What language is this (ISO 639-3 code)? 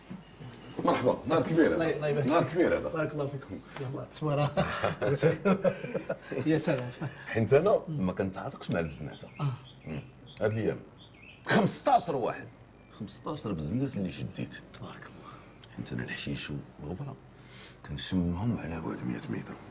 ary